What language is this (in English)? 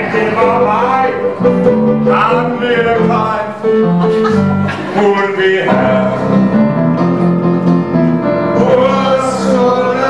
Danish